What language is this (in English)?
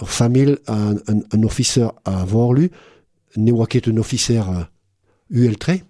Breton